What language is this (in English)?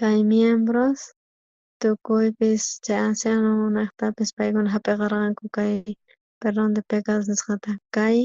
South Bolivian Quechua